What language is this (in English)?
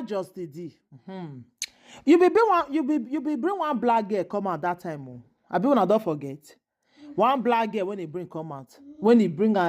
Nigerian Pidgin